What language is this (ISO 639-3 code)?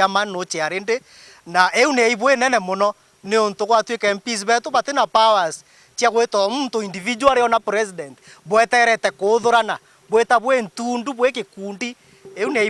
mer